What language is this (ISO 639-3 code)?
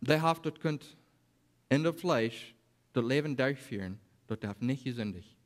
pdt